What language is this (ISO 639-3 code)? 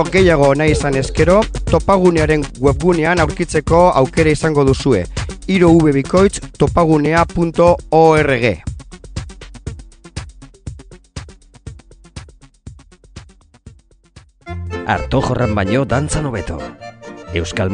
eus